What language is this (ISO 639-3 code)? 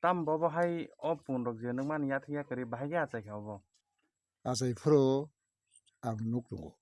trp